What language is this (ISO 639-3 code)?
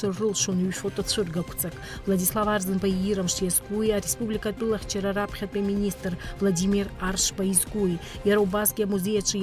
abk